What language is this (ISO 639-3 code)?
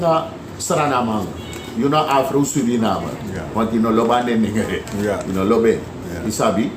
srn